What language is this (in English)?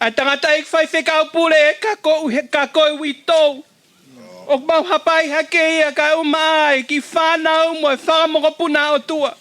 Tongan